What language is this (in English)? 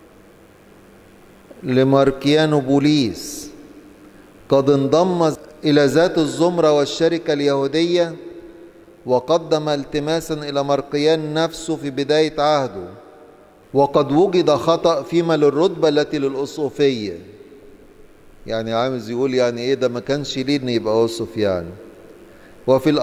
Egyptian Arabic